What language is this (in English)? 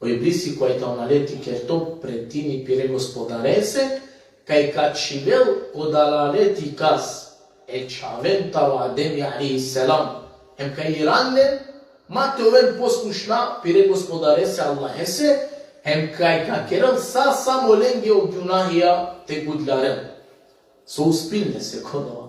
Balkan Romani